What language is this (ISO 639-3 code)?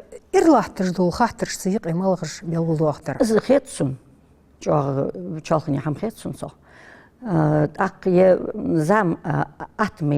inh